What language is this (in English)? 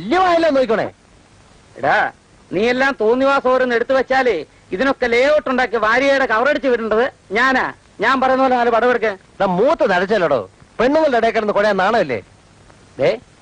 Malayalam